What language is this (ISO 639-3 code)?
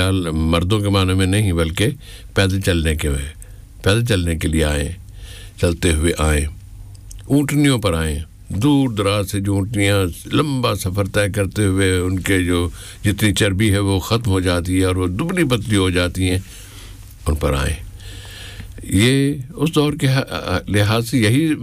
urd